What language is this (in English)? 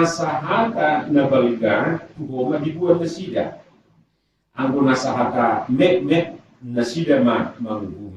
Batak Toba